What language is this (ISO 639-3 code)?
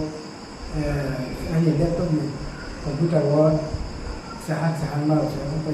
ria